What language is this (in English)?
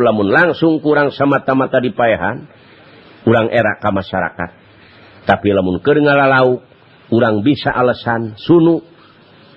Sundanese